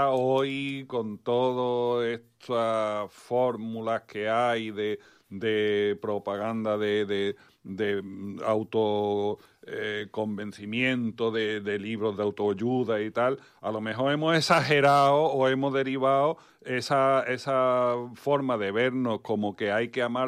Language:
Spanish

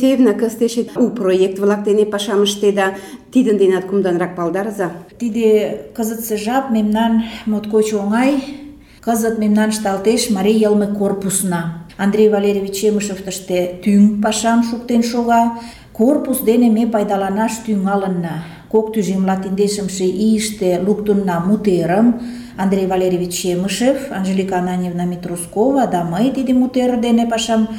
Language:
Mari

